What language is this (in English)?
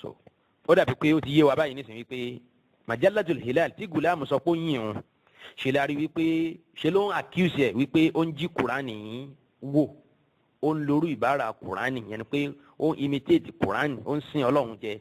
Yoruba